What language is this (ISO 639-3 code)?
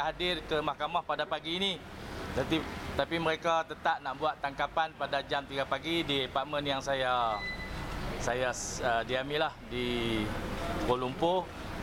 msa